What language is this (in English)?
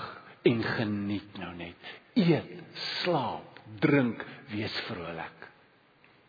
Afrikaans